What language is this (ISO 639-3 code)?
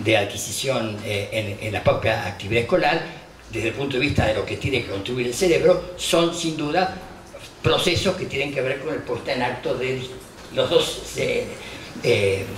spa